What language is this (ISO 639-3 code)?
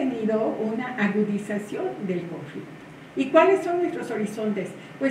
spa